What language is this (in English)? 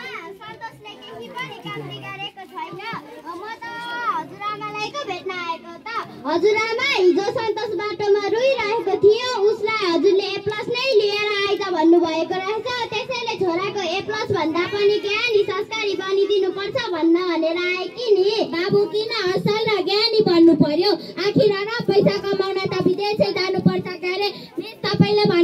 Nepali